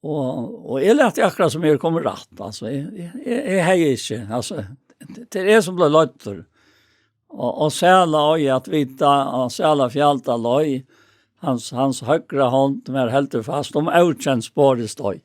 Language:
Faroese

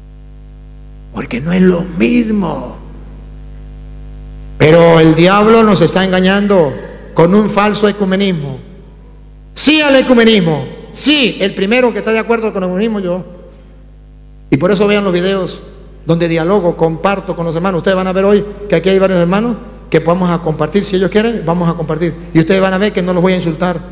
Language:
Spanish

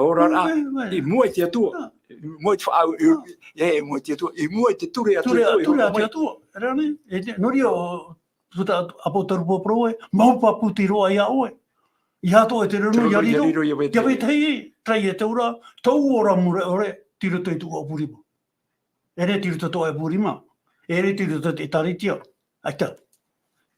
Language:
Tahitian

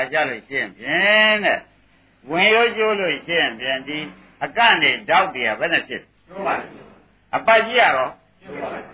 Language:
Burmese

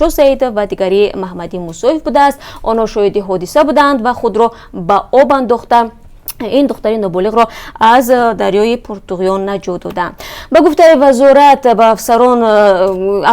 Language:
Tajik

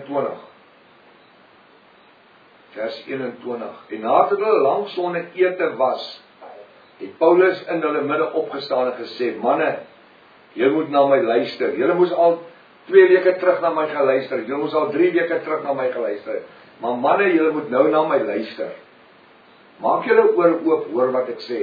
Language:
Afrikaans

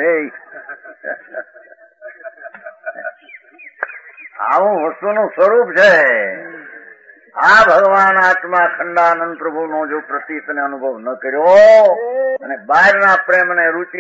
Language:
Gujarati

